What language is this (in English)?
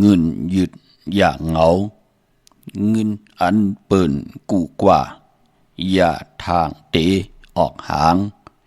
Shan